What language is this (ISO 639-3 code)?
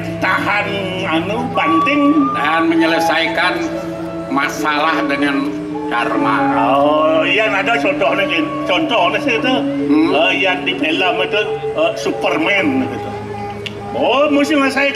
ban